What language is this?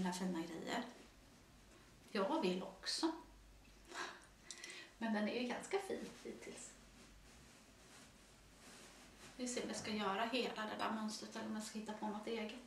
Swedish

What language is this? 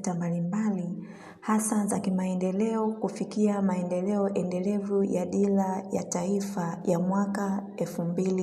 Swahili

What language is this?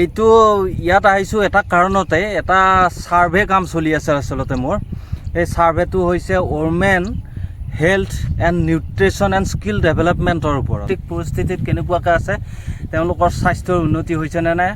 Assamese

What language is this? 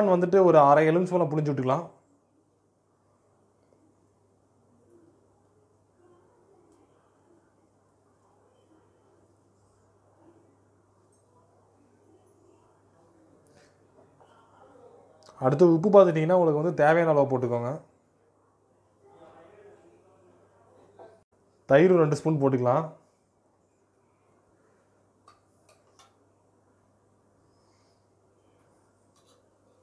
Tamil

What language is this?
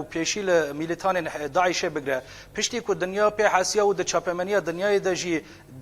Kurdish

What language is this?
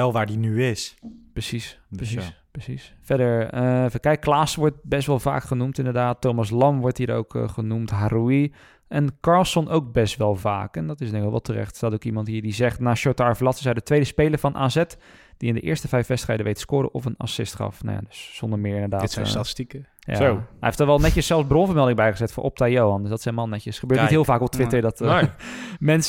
Dutch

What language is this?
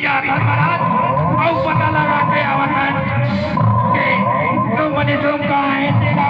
Chhattisgarhi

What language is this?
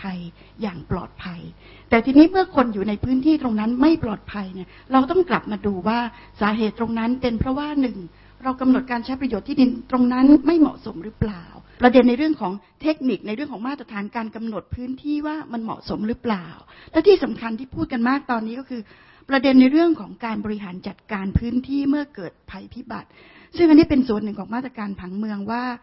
Thai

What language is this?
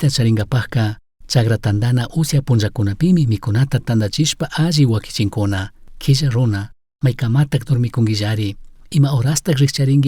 Chimborazo Highland Quichua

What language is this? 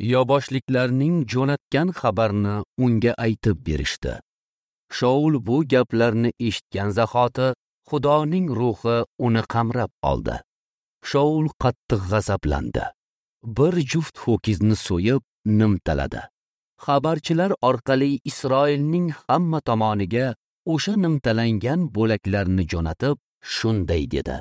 Uzbek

